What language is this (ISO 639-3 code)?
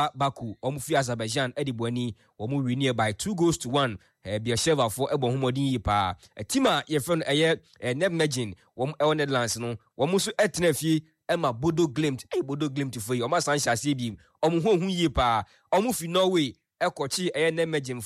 aka